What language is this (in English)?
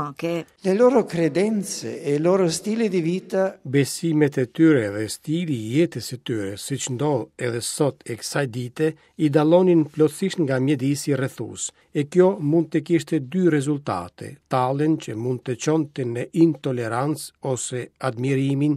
Albanian